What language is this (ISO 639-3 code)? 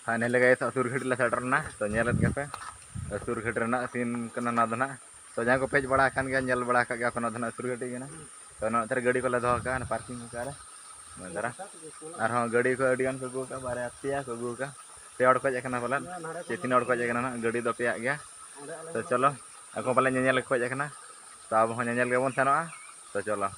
sat